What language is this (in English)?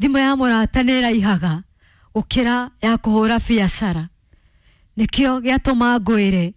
Kikuyu